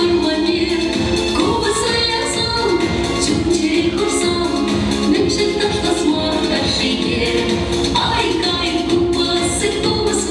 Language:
Chuvash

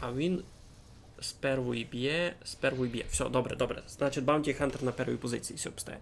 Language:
Rusyn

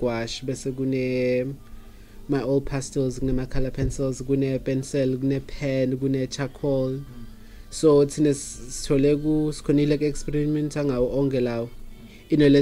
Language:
Swati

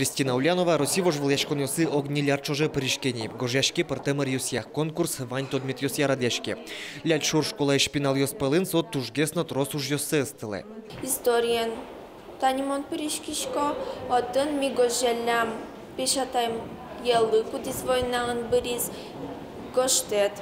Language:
Udmurt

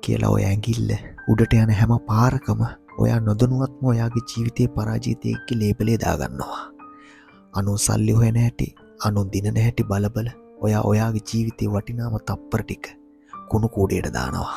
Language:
Sinhala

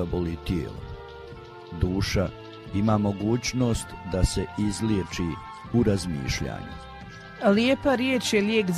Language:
Croatian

